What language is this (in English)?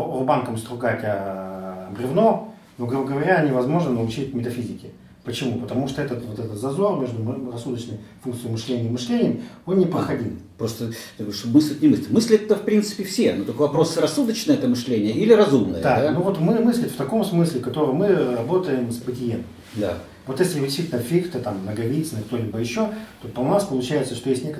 Russian